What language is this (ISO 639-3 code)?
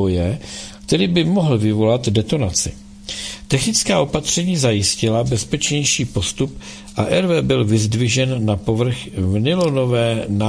ces